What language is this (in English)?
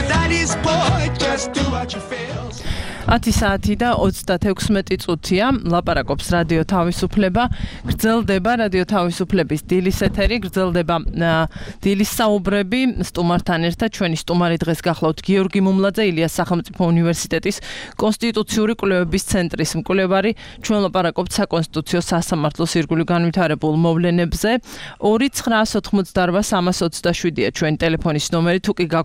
Georgian